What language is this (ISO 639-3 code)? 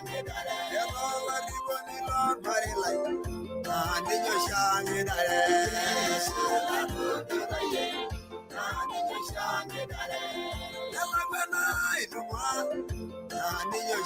mas